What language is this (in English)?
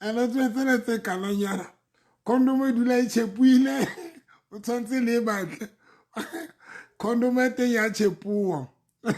Southern Sotho